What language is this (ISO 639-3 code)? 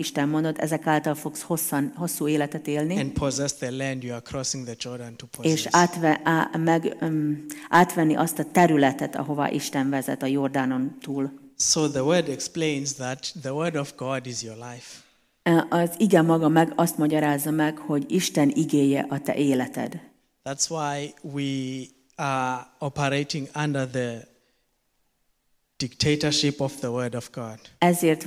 hun